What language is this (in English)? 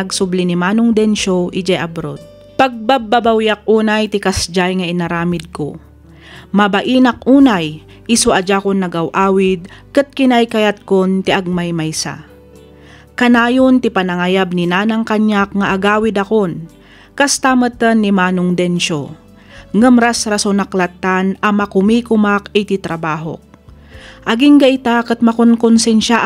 Iloko